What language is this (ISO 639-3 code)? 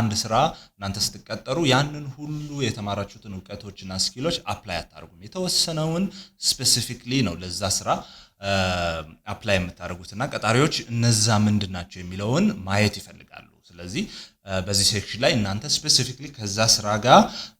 amh